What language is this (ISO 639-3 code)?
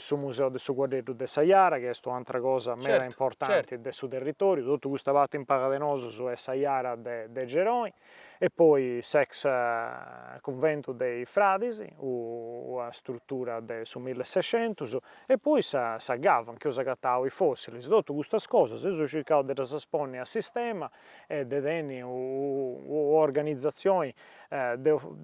srd